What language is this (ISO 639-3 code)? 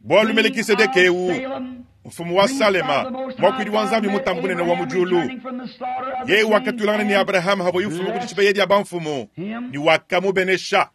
lua